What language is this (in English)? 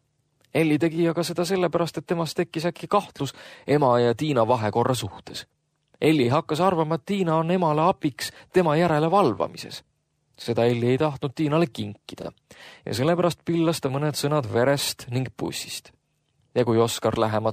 Estonian